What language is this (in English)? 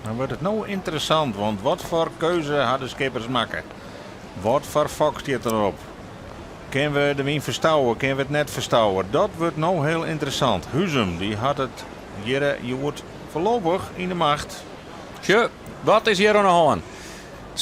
Western Frisian